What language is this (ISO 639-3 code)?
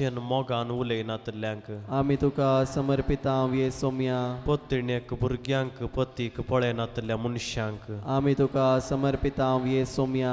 kok